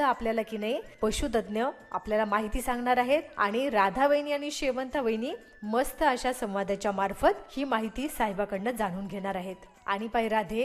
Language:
Marathi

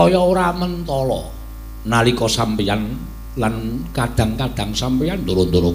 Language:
Javanese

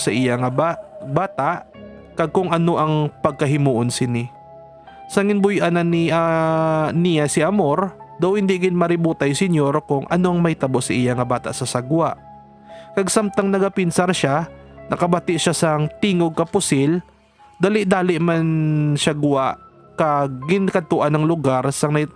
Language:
Hiligaynon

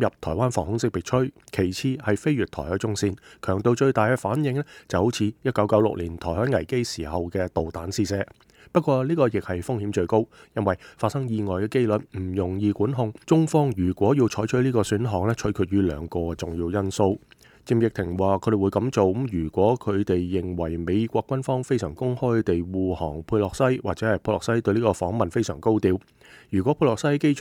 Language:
Cantonese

